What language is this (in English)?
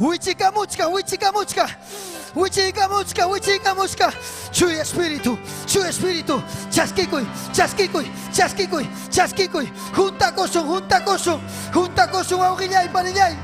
Ayacucho Quechua